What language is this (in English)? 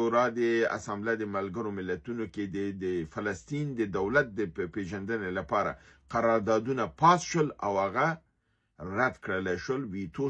Pashto